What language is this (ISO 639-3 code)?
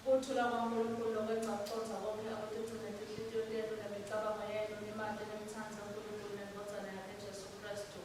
ssw